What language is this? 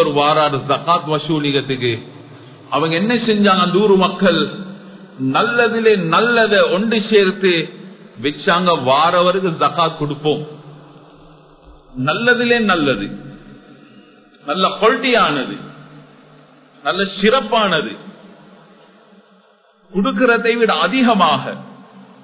Tamil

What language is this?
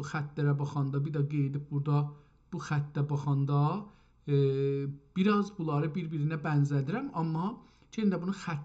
South Azerbaijani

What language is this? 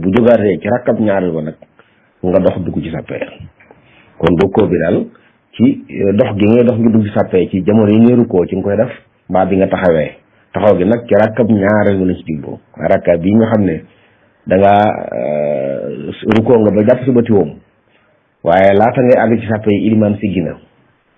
Wolof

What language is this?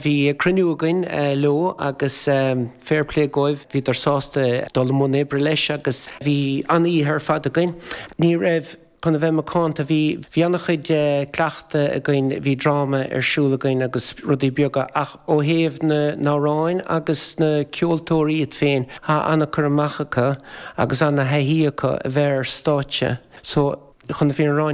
Irish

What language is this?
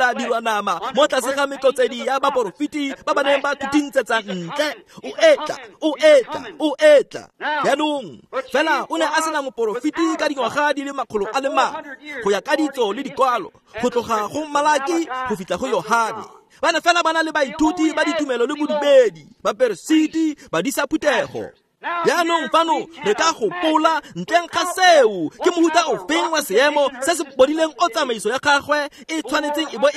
Tswana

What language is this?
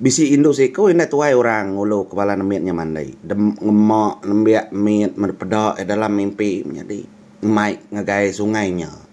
Iban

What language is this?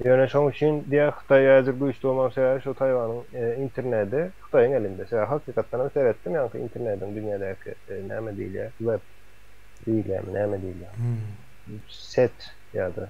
Turkmen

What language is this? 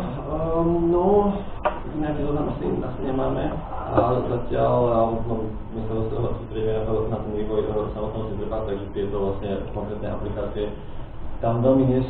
Slovak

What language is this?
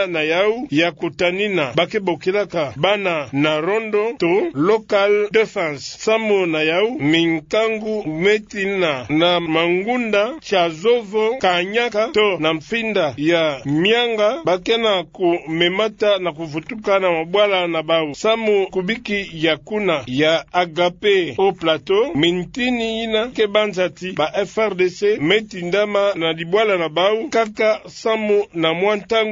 Kituba (Democratic Republic of Congo)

